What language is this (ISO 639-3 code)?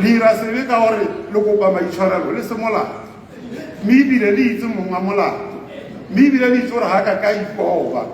tsn